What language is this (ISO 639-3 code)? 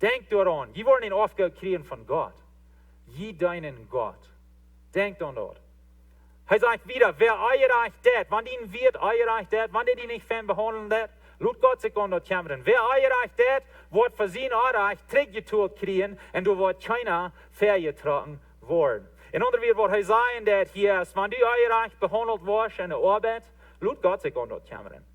pdt